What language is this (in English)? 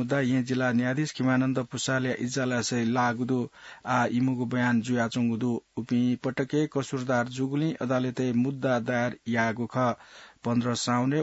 Newari